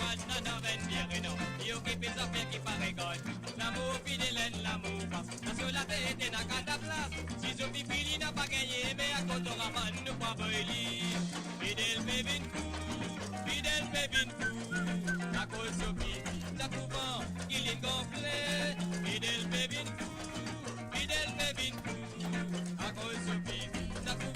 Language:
Morisyen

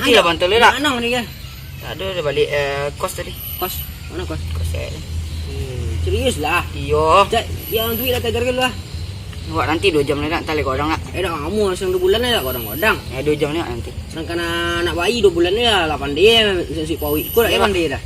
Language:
Minangkabau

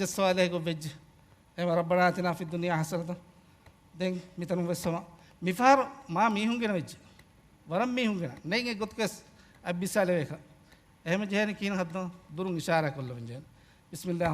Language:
Divehi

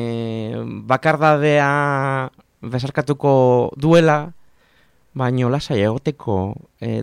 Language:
Basque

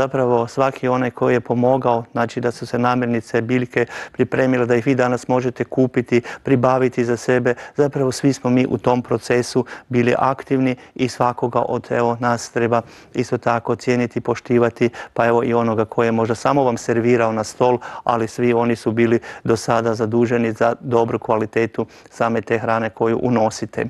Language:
Croatian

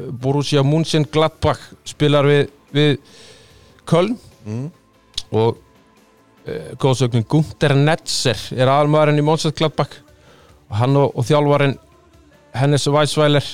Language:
Icelandic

